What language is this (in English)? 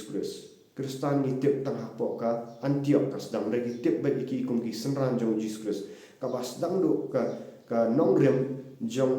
Khasi